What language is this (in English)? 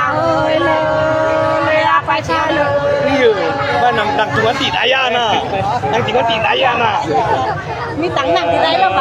Nung (Viet Nam)